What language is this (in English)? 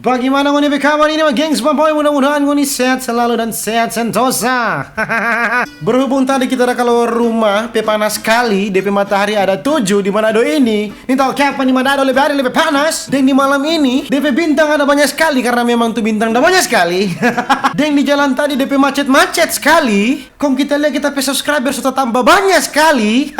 Manado Malay